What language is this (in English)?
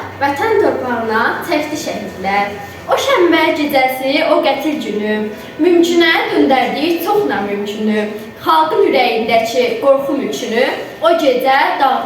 Azerbaijani